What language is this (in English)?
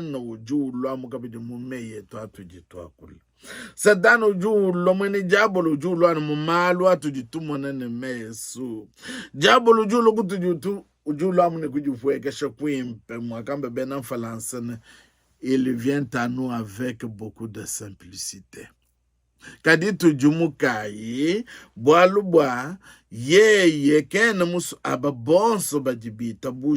Luba-Lulua